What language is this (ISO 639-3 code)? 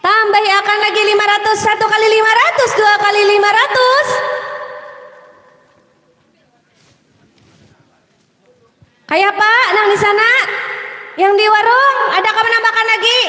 bjn